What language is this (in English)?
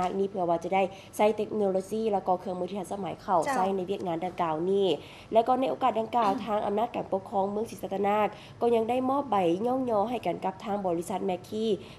Lao